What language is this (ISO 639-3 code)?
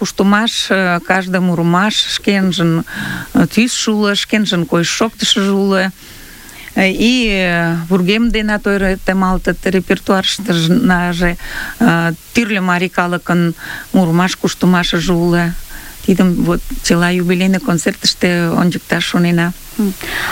chm